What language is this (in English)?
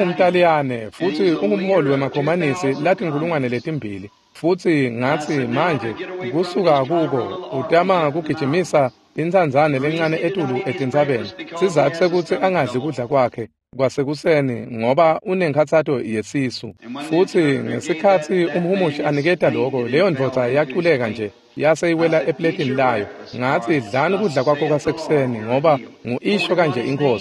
Swati